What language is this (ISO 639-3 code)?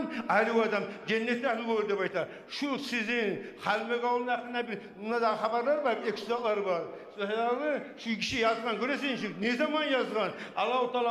kum